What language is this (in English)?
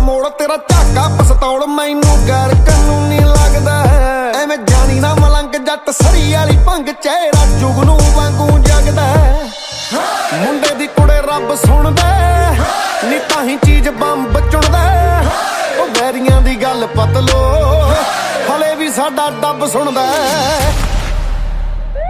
Punjabi